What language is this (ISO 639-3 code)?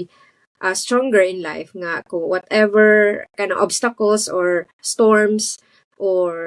ceb